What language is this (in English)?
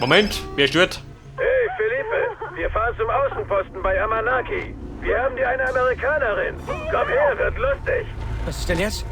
Bavarian